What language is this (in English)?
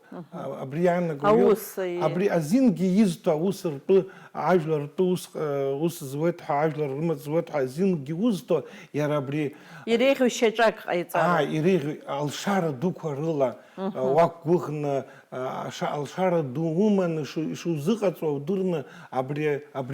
Abkhazian